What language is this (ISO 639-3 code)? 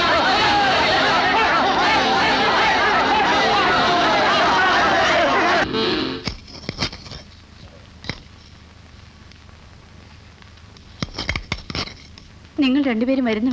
mal